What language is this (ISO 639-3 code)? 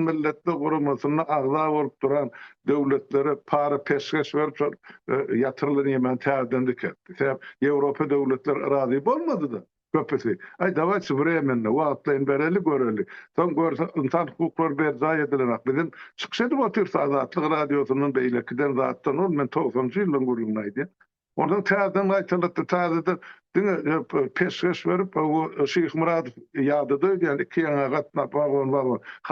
tuk